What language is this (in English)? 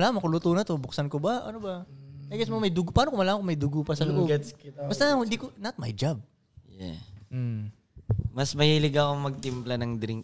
Filipino